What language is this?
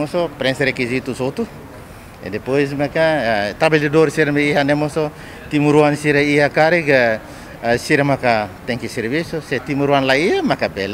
Tetum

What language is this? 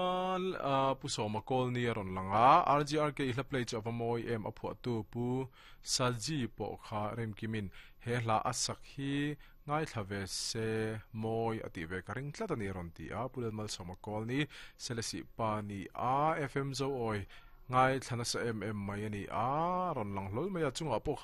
Mizo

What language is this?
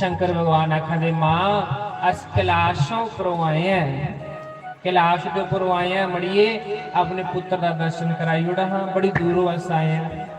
Dogri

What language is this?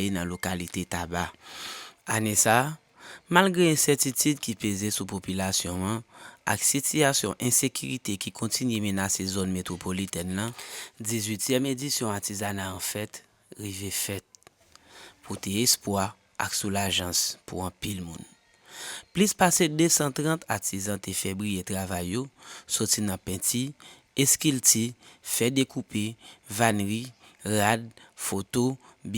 Haitian Creole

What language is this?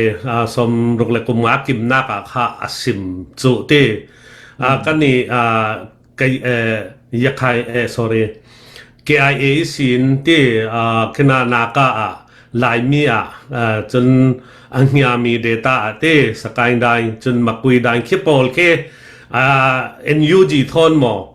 Falam Chin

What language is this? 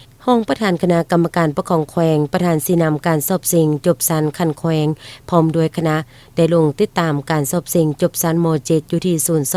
Lao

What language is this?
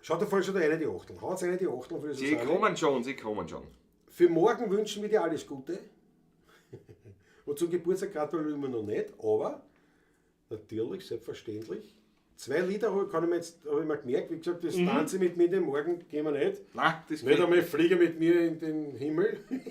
Bavarian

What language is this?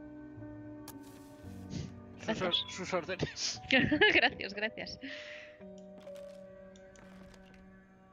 Spanish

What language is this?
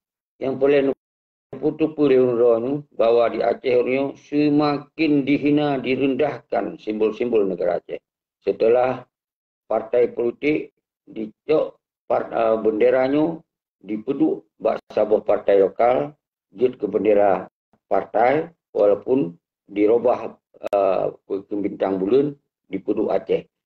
Achinese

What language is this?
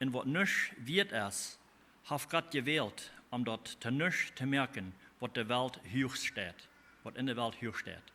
Plautdietsch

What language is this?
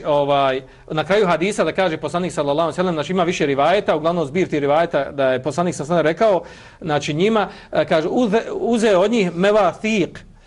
Bosnian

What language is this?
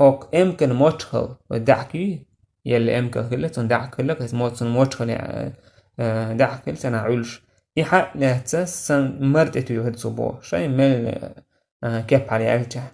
Chechen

